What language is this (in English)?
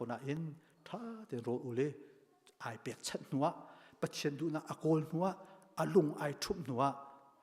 Hakha Chin